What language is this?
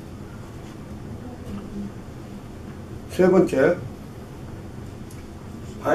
Korean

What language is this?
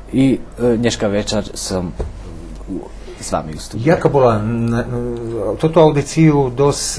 Rusyn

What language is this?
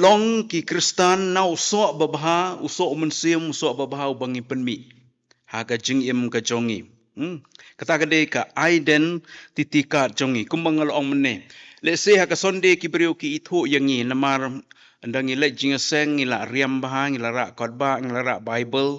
Khasi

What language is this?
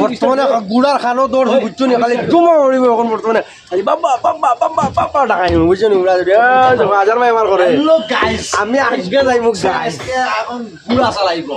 Sylheti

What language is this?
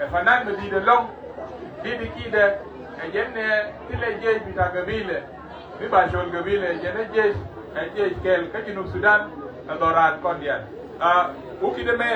Nuer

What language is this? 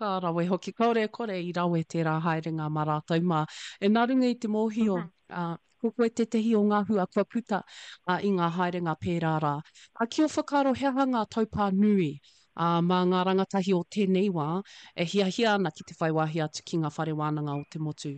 Māori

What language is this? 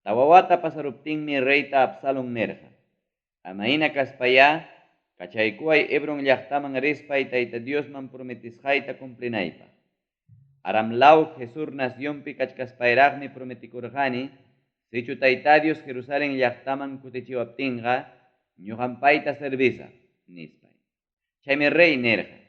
Ayacucho Quechua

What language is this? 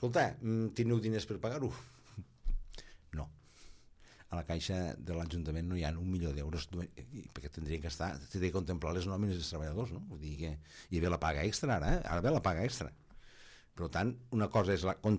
Catalan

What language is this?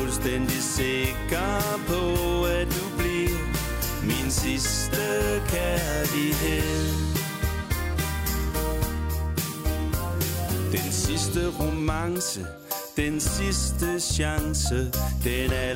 Danish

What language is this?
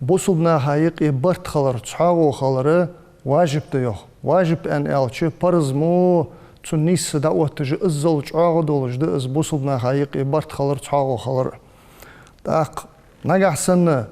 Ingush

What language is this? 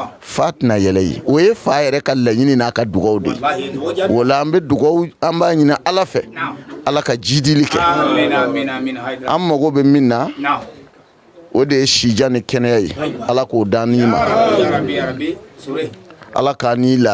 Bambara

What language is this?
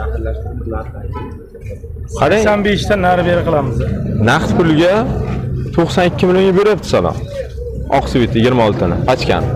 Uzbek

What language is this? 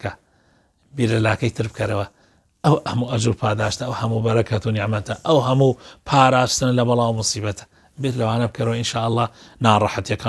Central Kurdish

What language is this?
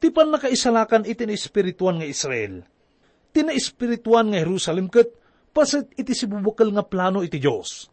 Iloko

